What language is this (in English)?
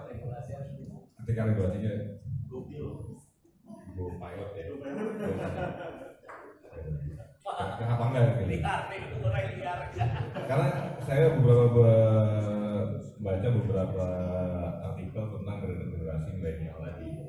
Indonesian